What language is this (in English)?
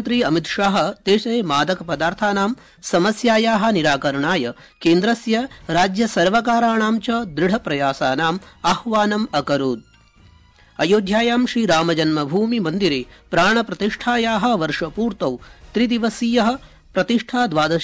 Sanskrit